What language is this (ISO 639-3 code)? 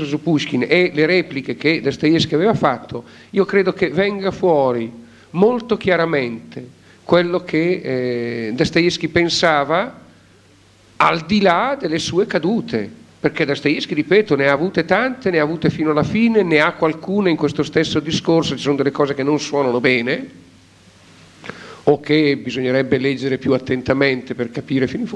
ita